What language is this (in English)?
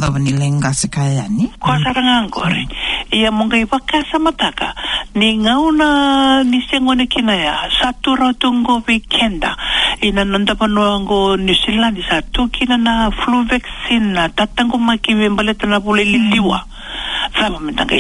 Fijian